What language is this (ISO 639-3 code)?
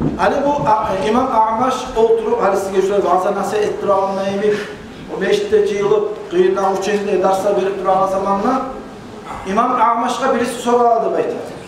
kum